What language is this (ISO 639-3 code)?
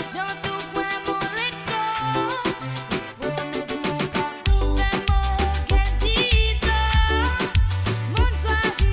mfe